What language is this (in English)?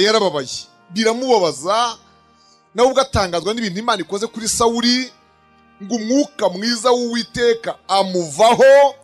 Kinyarwanda